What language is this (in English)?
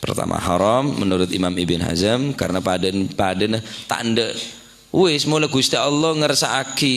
Madurese